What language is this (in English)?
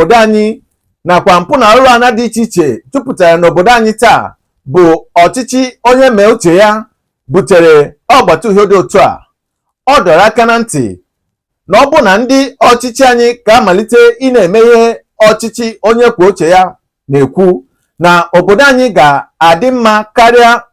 Igbo